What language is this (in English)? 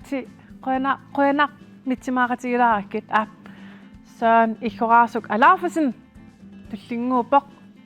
Kalaallisut